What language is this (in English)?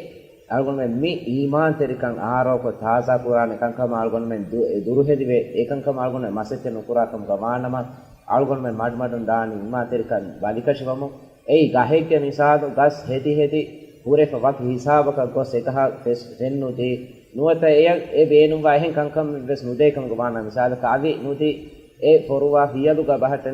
Divehi